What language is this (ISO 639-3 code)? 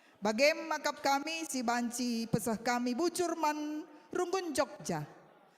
btx